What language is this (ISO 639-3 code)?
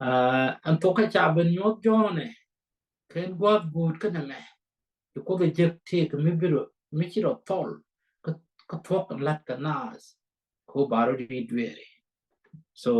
nus